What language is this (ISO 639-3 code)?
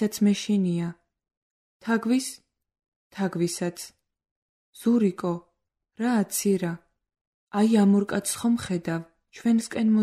kat